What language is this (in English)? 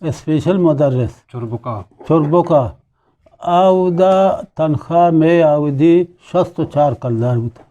Eastern Balochi